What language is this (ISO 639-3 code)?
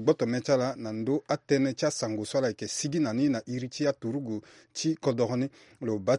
sag